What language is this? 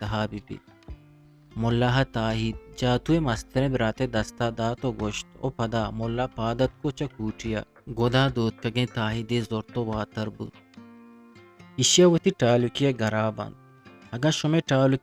Eastern Balochi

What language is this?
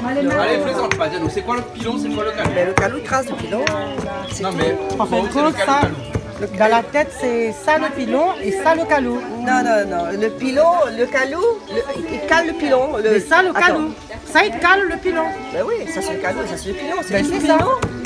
Réunion Creole French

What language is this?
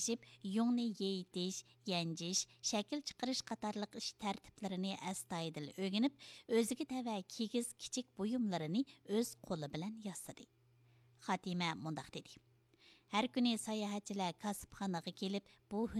Uyghur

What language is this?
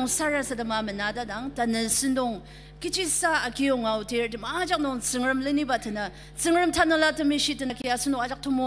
Ao Naga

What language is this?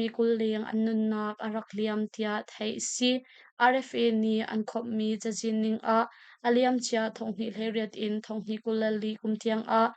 Hakha Chin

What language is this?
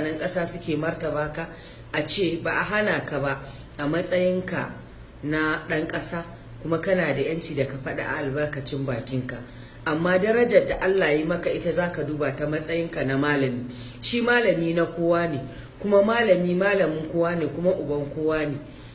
Hausa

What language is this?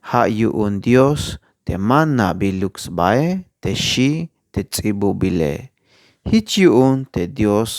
Tzeltal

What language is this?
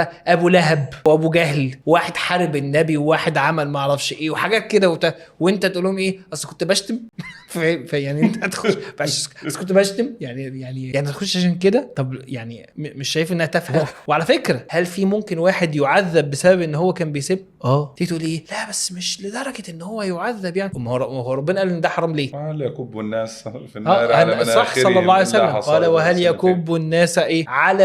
Egyptian Arabic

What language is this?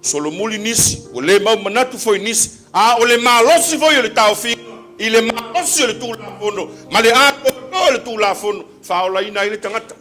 Samoan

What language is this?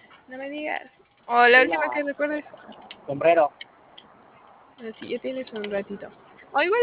Spanish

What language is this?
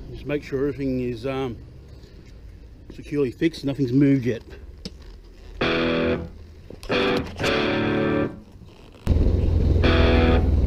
English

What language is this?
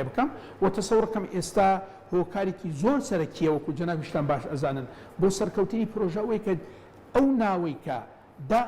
Central Kurdish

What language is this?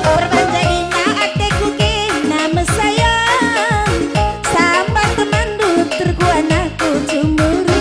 Batak Karo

